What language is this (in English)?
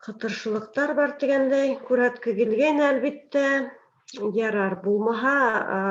Bashkir